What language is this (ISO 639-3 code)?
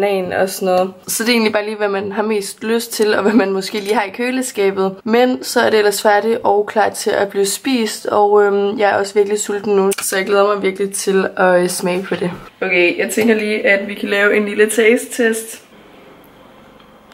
dan